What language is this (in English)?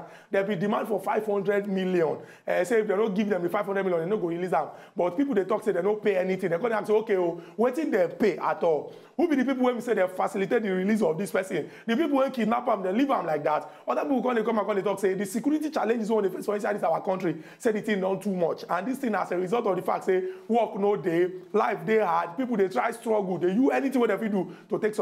Nigerian Pidgin